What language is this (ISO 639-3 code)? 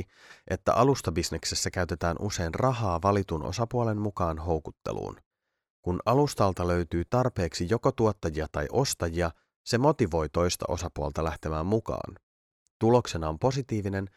fin